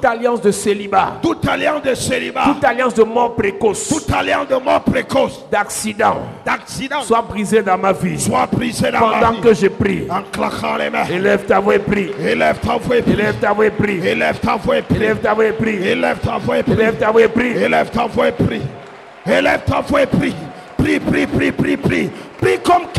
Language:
French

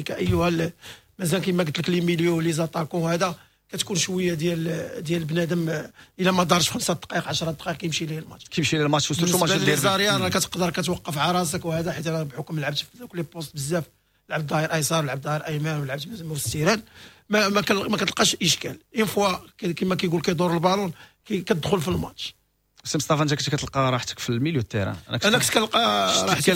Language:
Moroccan Arabic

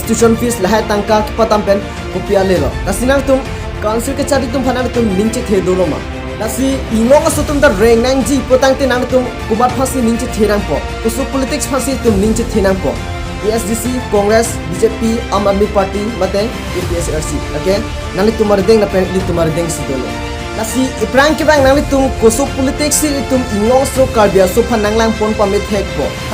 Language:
Karbi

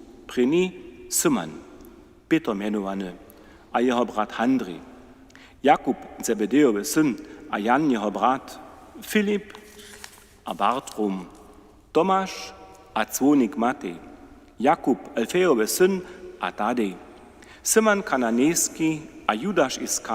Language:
Upper Sorbian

